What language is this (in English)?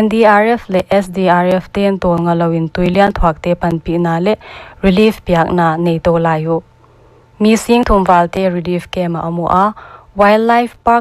Paite Chin